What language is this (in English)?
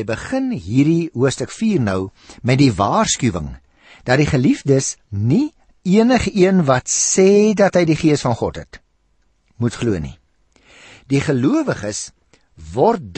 Afrikaans